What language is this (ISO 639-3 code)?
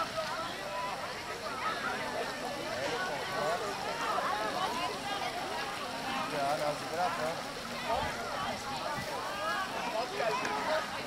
nld